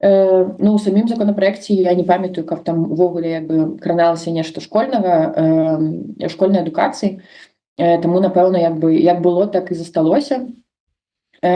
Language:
Belarusian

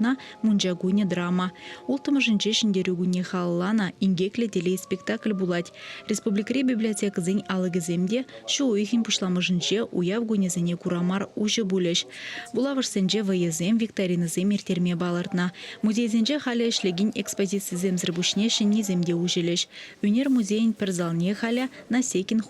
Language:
Chuvash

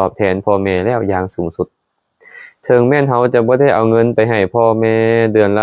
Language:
Lao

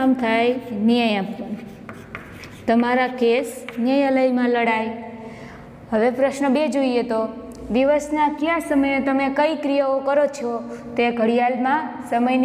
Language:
Gujarati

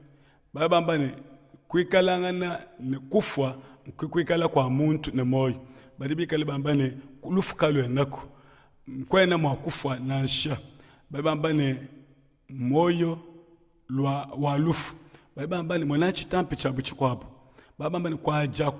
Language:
Luba-Lulua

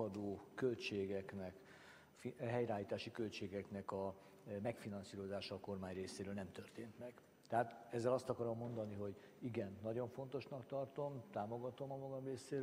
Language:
Hungarian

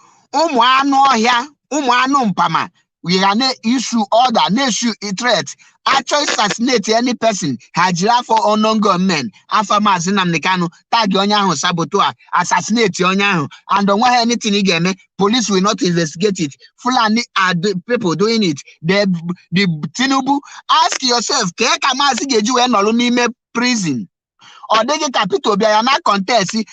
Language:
Igbo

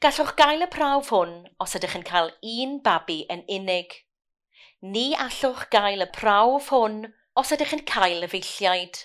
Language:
Welsh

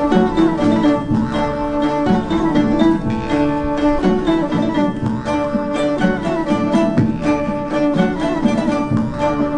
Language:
Yakut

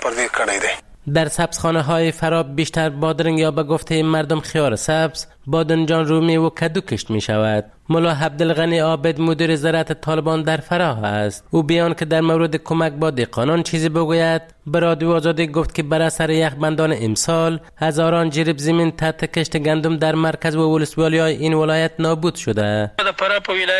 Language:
Persian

